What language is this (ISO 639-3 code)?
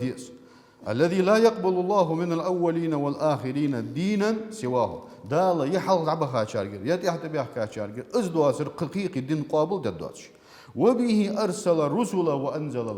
inh